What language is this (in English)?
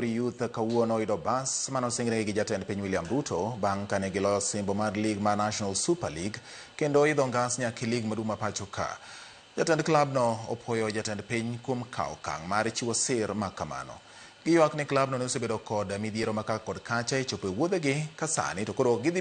Luo (Kenya and Tanzania)